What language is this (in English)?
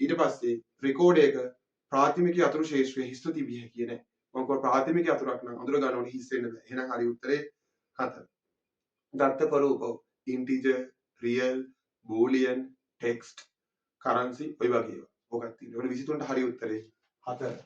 Sinhala